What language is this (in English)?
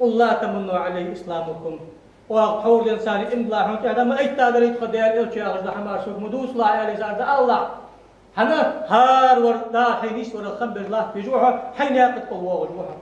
Ingush